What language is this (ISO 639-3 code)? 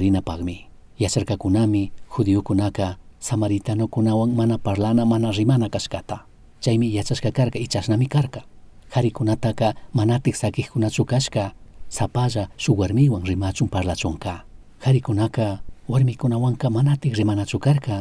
qug